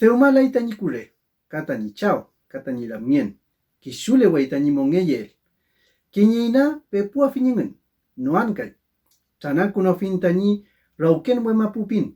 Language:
Mapuche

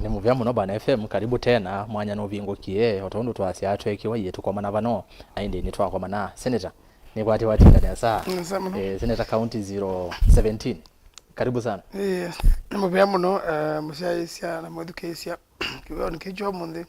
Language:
Kamba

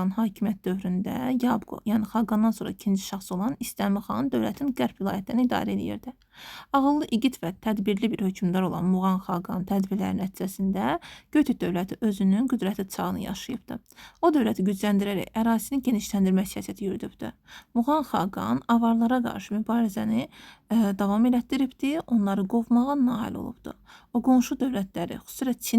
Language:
Azerbaijani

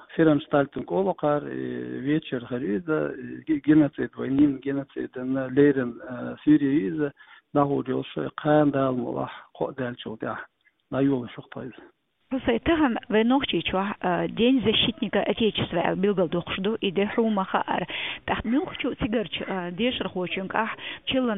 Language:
Chechen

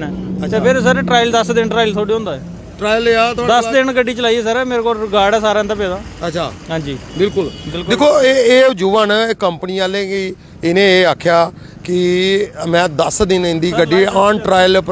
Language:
Dogri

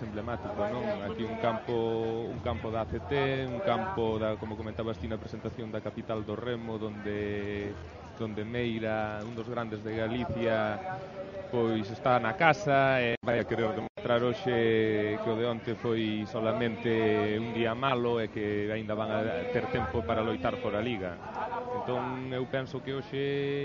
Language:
Galician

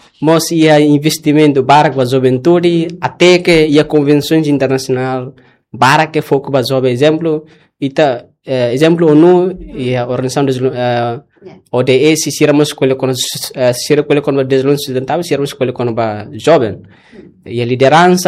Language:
Tetum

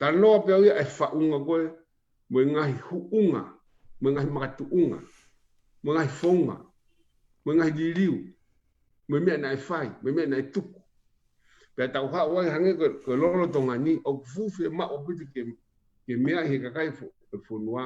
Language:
Tongan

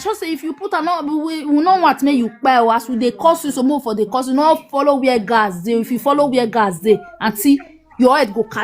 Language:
Nigerian Pidgin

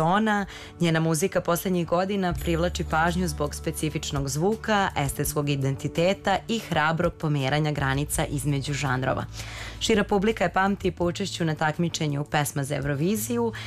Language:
Serbian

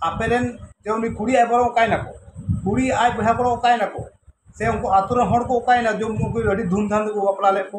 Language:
Santali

